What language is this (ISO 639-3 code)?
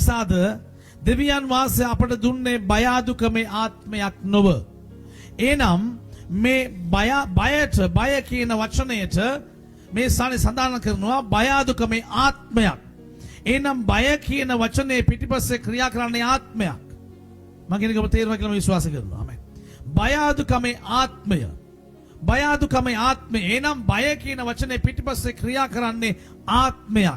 sin